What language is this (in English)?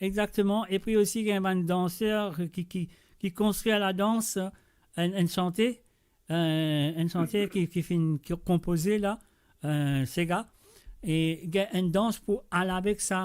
Morisyen